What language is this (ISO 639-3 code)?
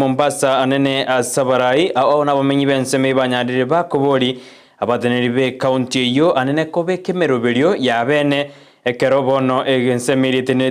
guz